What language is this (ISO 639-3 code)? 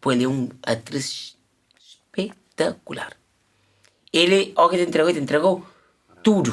kea